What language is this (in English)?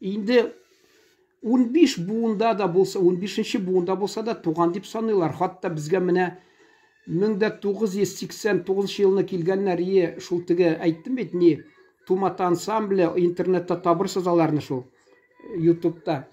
Tatar